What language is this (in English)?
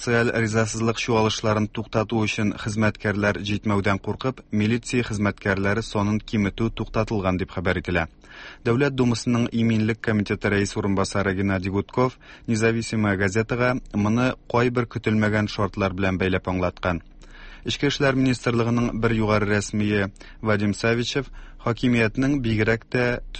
Tatar